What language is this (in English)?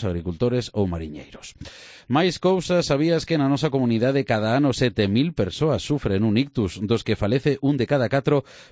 Galician